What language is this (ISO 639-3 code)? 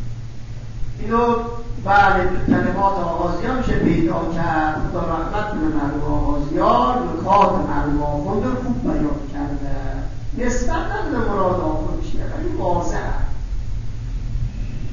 fas